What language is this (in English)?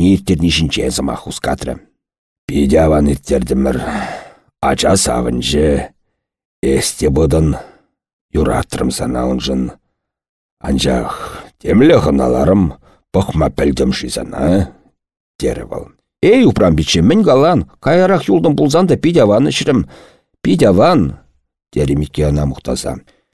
Chuvash